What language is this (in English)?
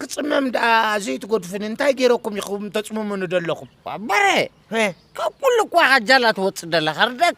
Tigrinya